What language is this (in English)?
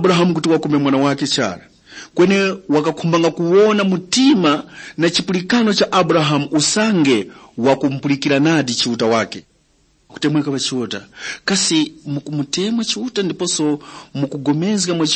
Tumbuka